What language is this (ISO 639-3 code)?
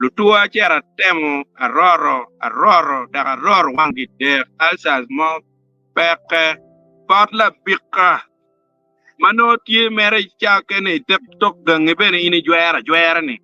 ach